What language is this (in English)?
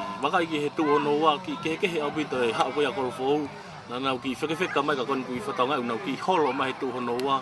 Tongan